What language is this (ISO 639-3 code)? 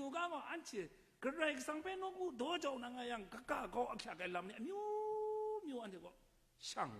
kac